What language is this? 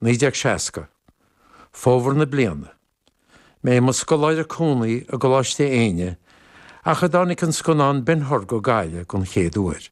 Irish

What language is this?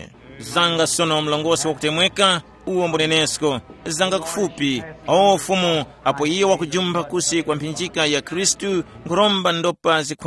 Tumbuka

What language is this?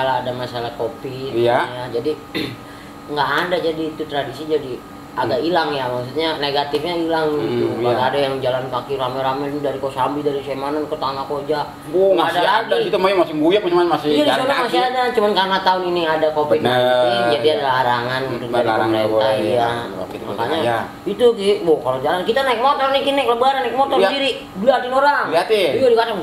Betawi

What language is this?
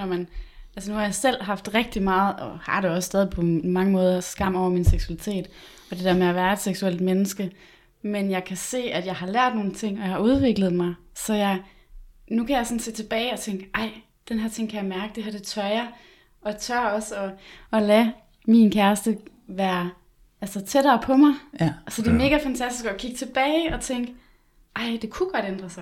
Danish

